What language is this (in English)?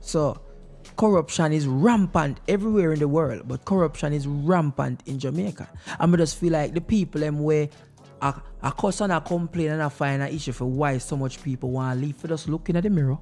Jamaican Creole English